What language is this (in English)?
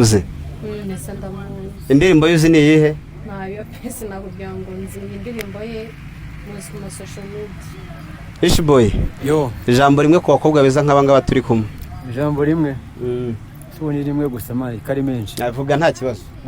Kinyarwanda